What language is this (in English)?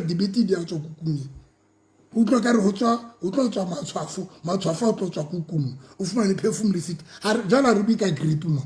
Southern Sotho